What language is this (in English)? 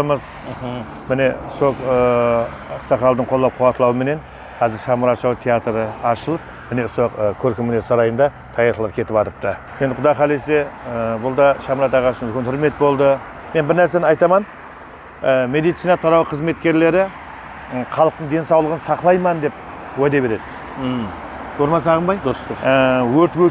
Kara-Kalpak